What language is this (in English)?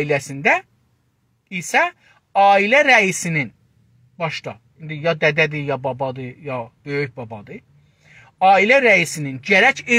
South Azerbaijani